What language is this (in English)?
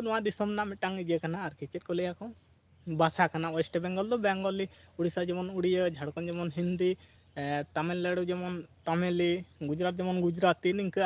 Santali